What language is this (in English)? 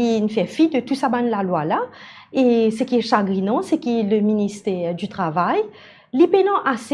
Morisyen